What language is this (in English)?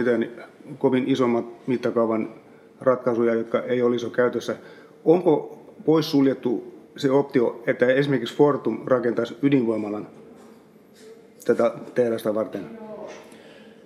Finnish